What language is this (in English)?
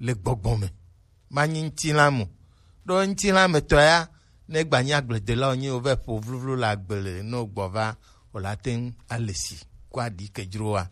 Gen